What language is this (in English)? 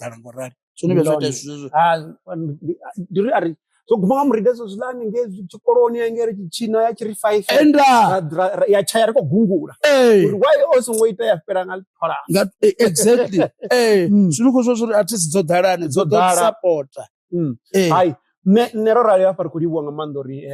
Venda